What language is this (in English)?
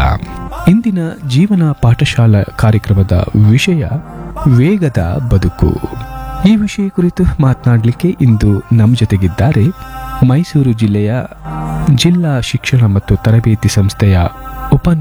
Kannada